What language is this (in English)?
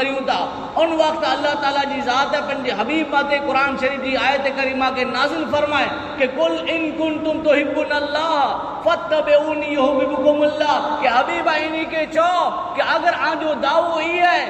Kachhi